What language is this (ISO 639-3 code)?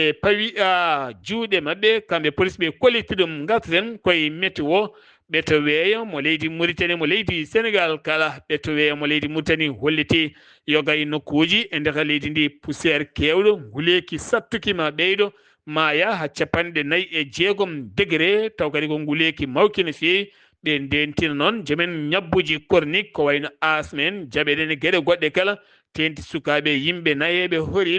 ful